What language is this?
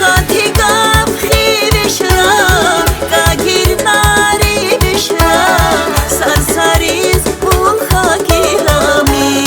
Tabassaran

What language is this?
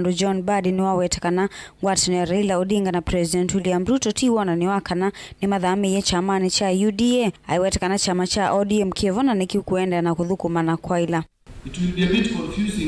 Kamba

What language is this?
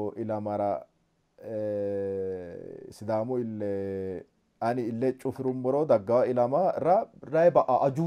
Sidamo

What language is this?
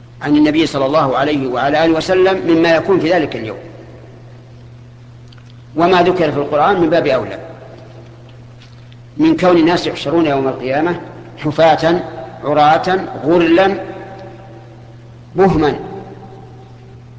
Arabic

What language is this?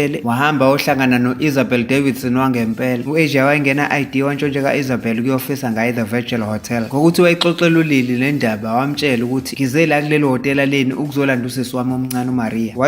Zulu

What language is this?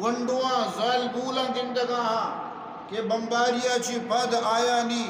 Eastern Balochi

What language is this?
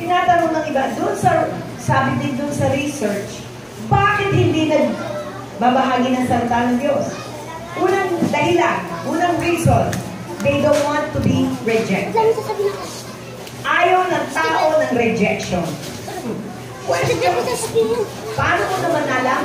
Filipino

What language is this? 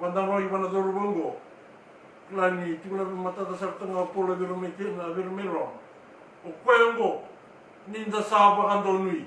Fijian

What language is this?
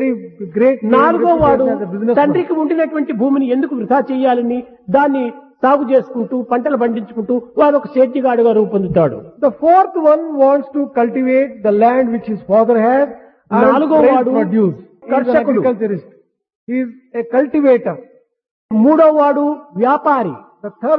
Telugu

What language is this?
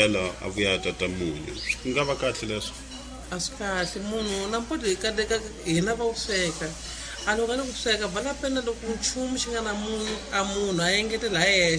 Tsonga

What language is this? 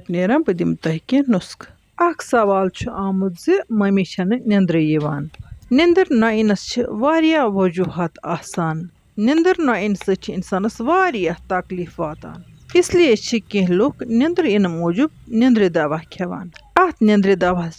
Kashmiri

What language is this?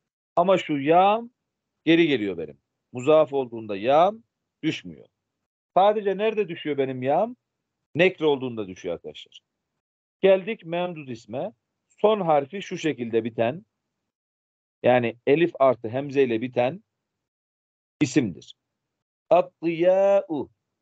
Turkish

